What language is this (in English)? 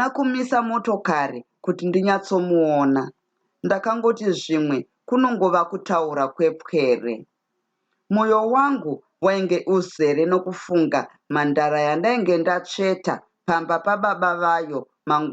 Shona